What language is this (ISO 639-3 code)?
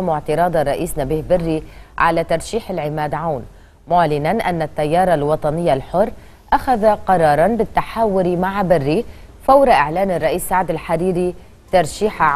ara